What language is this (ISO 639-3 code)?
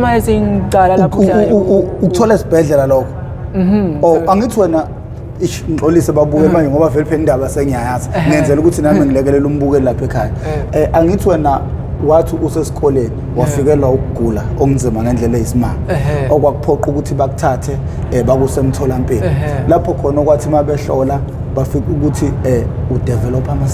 zul